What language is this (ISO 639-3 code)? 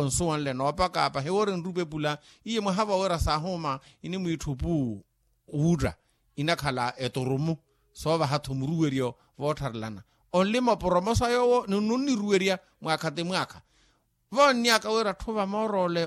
vmw